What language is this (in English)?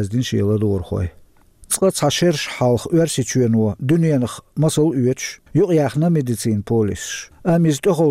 Chechen